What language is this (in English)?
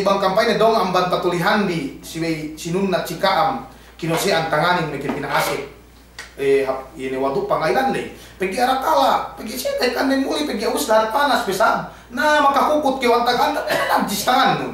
Yakan